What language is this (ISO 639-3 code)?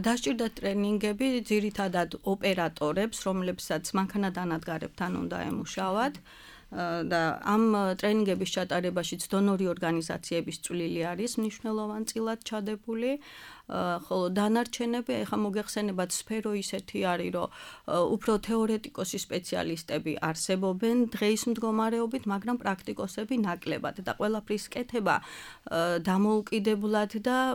kat